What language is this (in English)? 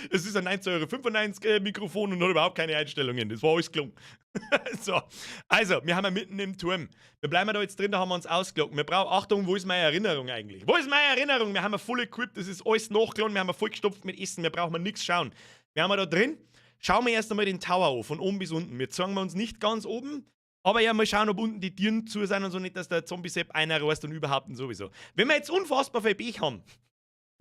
Bavarian